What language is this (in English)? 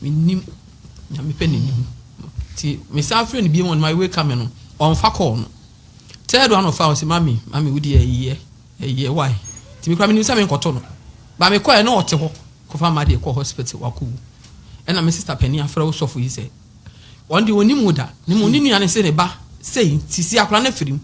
Akan